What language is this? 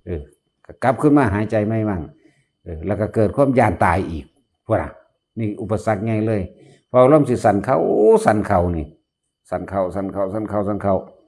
Northeastern Thai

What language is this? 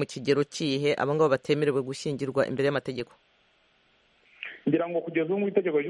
Kinyarwanda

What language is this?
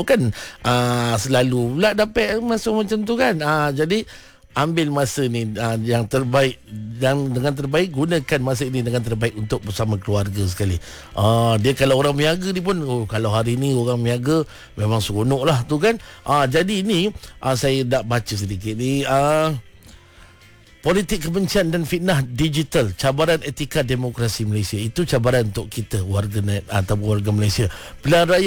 Malay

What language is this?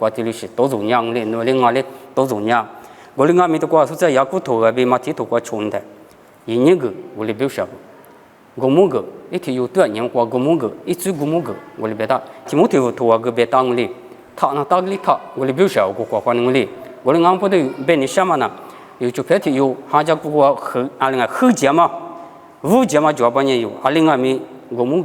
Lisu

